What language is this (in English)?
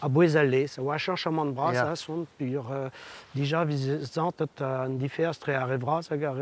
Breton